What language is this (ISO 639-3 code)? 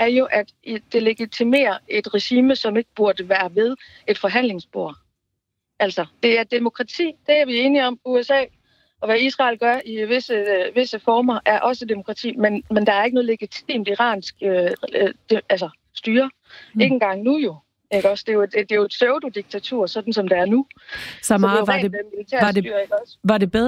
dan